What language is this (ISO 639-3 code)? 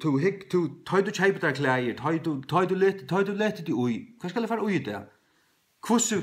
fao